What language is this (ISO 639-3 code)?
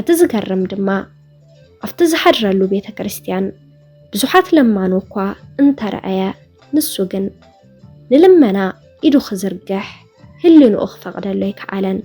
tir